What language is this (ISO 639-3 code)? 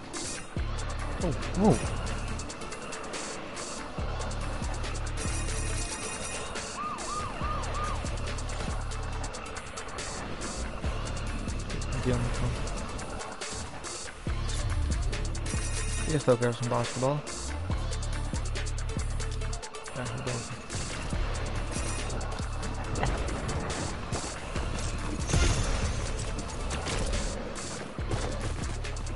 nld